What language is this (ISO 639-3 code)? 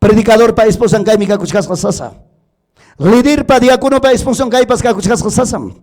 quy